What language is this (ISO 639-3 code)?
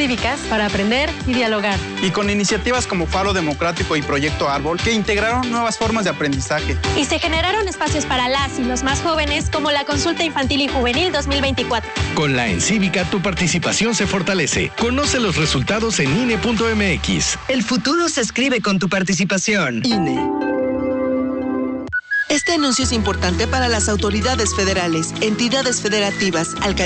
spa